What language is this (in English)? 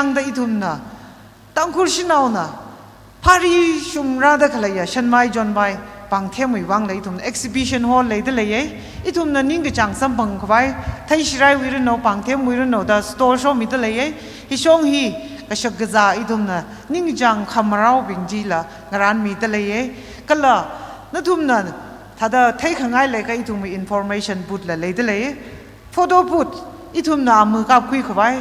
Tangkhul Naga (India)